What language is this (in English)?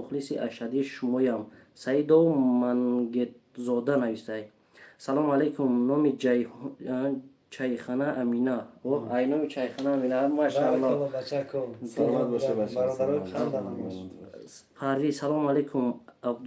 Tajik